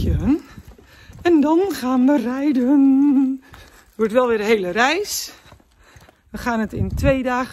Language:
Dutch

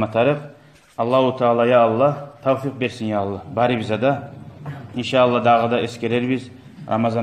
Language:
Kumyk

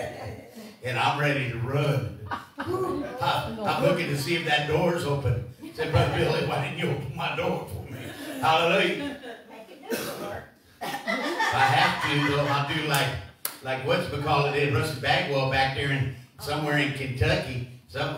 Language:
English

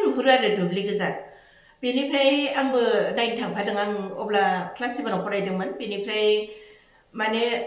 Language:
Bodo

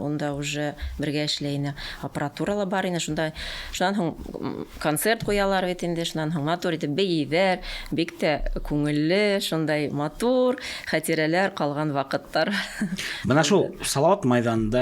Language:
Bashkir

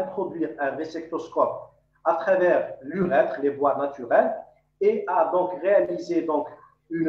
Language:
French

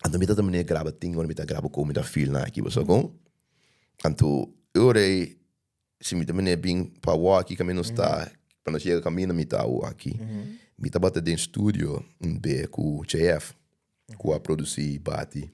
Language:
Papiamento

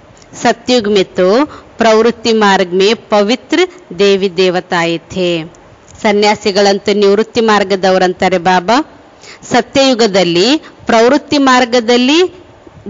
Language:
Kannada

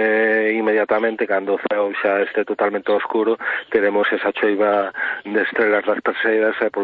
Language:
Galician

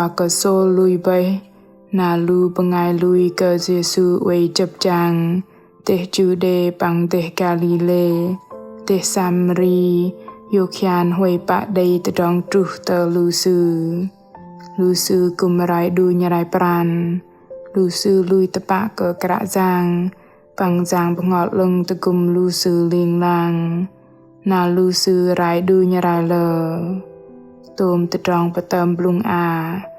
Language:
Bahnar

